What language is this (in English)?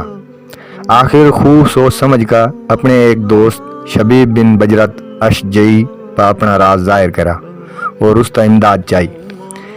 Haryanvi